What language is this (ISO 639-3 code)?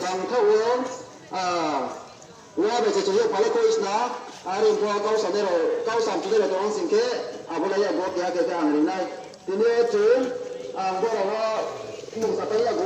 trp